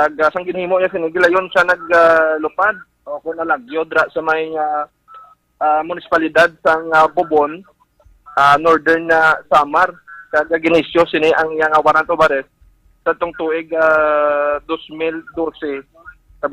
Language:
Hiligaynon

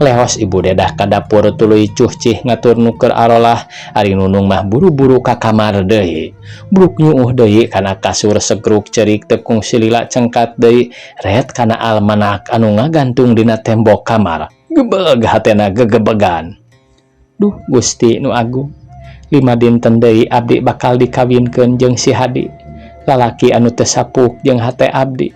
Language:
Sundanese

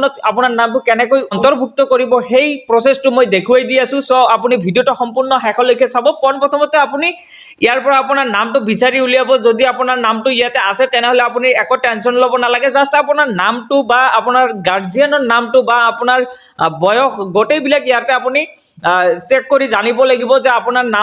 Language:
Assamese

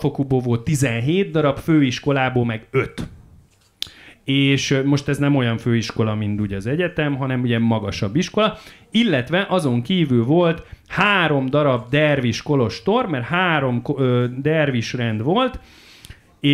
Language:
Hungarian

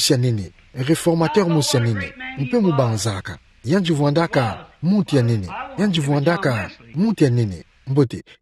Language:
Kituba (Democratic Republic of Congo)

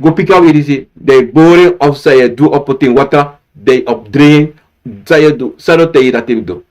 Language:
Sranan Tongo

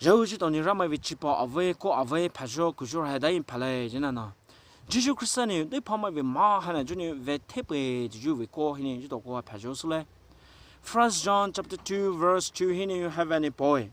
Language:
Poumei Naga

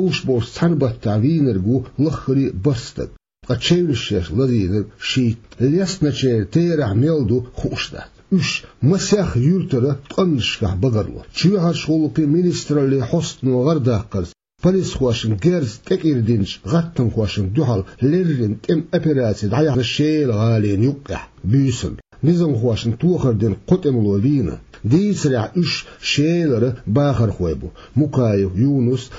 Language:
Chechen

